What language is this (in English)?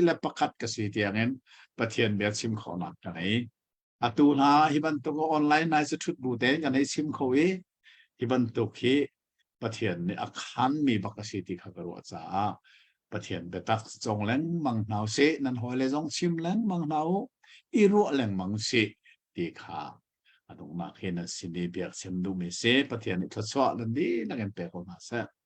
Hakha Chin